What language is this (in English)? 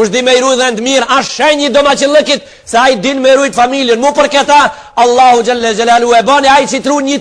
Albanian